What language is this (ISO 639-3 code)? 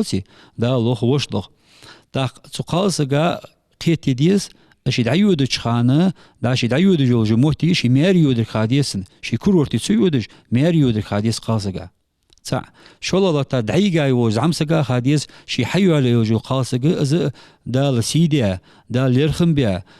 inh